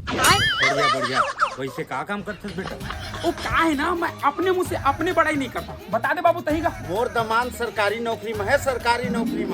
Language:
Chhattisgarhi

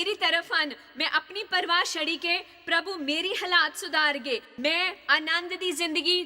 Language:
Dogri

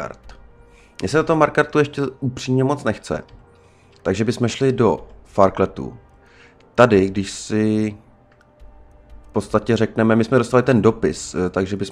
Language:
Czech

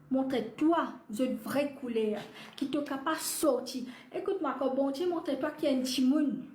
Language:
Morisyen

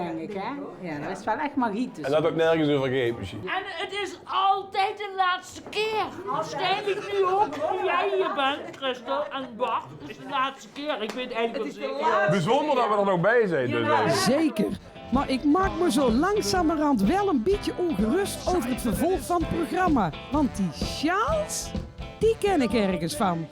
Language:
Limburgish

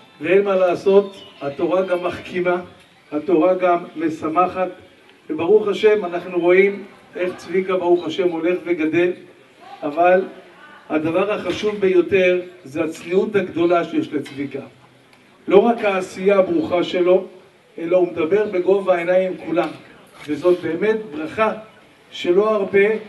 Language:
Hebrew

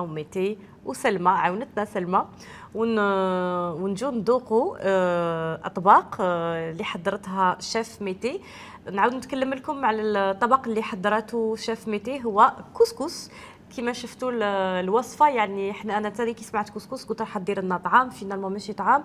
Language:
Algerian Arabic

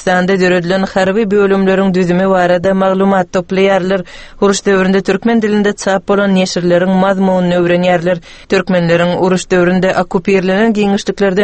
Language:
Turkmen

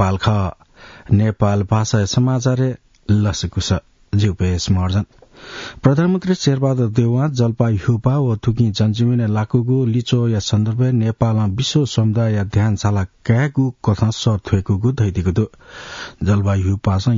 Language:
Newari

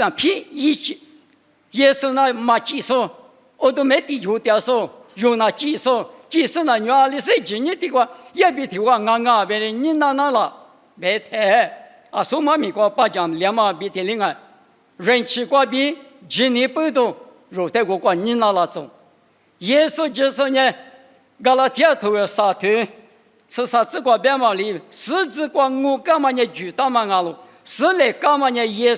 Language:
Lisu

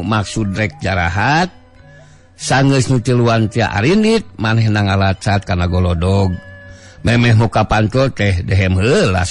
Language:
Sundanese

